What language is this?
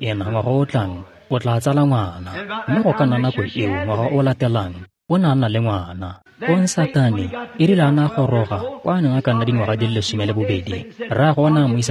Tswana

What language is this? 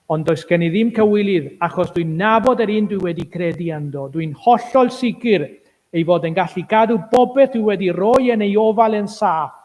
Welsh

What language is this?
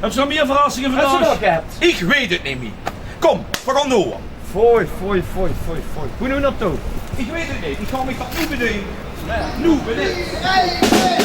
Limburgish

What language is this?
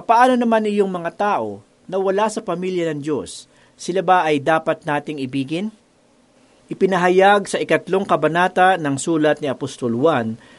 Filipino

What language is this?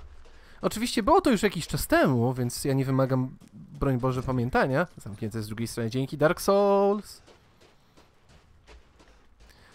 Polish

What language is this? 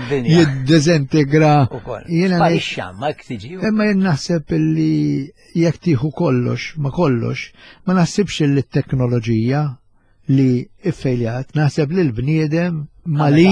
Maltese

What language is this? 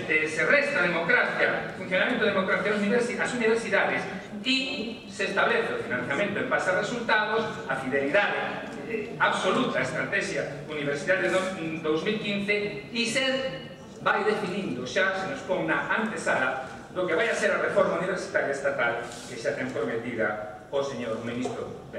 Galician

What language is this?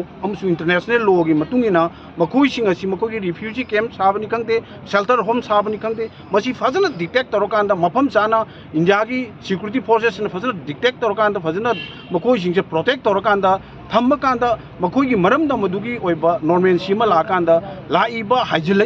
Manipuri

